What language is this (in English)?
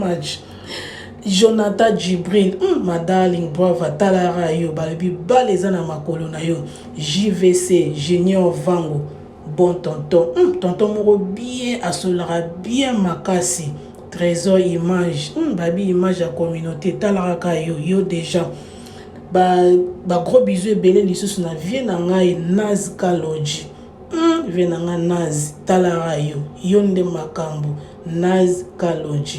Lingala